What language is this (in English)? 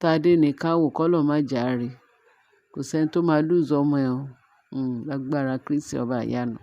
Yoruba